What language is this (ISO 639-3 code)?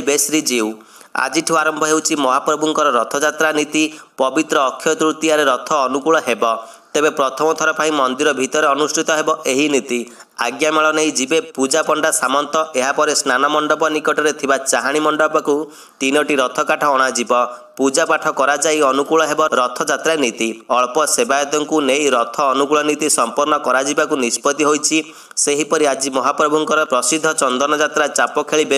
ori